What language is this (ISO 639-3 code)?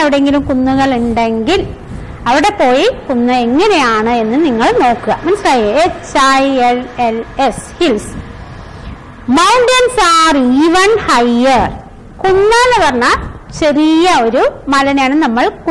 mal